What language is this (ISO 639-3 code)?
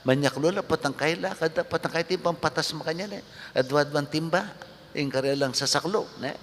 pam